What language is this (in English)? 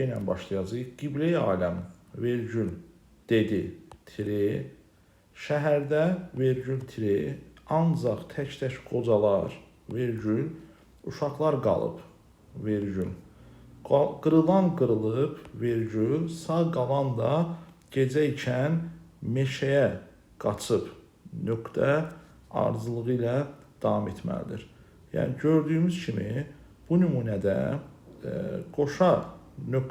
Azerbaijani